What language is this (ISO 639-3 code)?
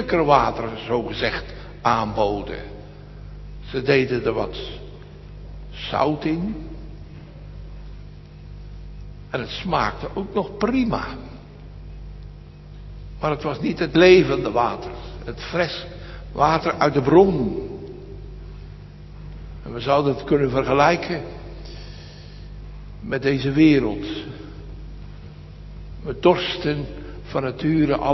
nld